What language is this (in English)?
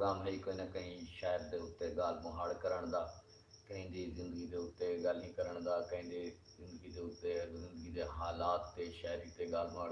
Saraiki